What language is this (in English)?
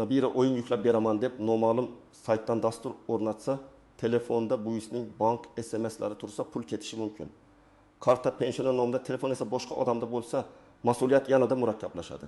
Uzbek